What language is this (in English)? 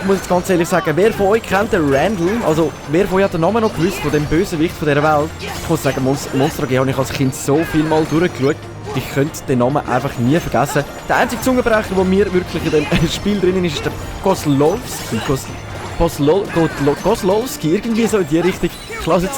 Swiss German